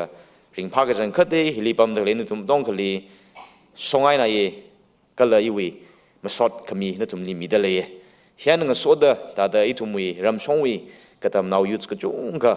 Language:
Tangkhul Naga (India)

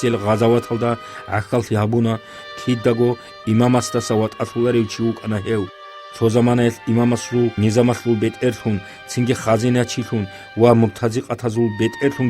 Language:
Avaric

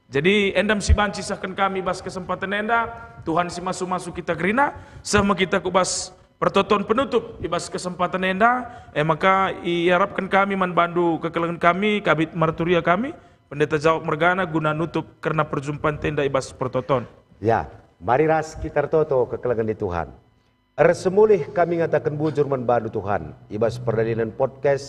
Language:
Batak Karo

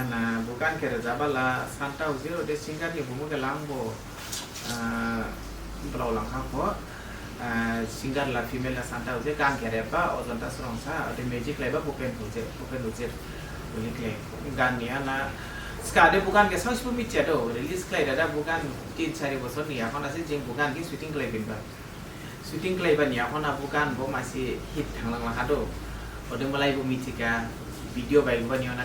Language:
Dimasa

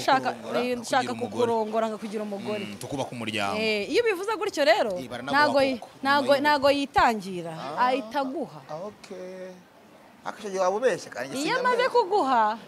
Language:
Kinyarwanda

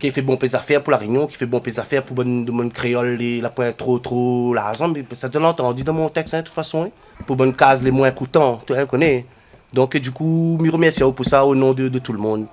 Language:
Réunion Creole French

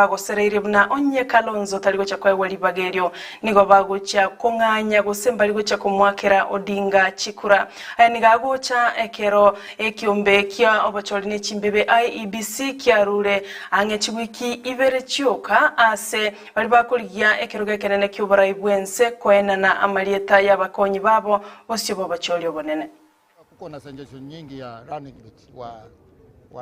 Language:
Gusii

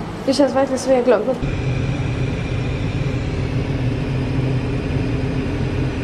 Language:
Swedish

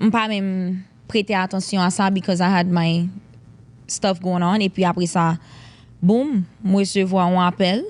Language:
Haitian Creole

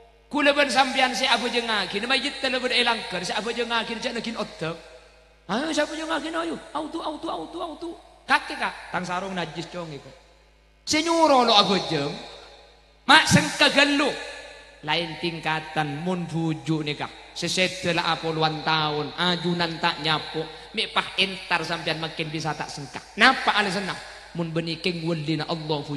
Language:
Madurese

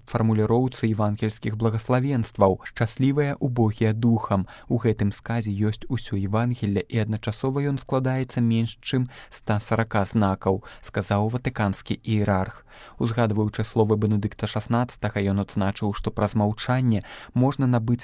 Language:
Belarusian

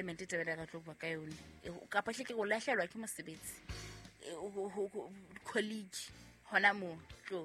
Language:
Southern Sotho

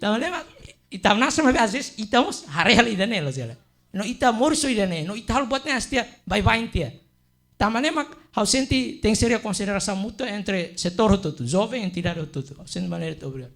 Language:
Tetum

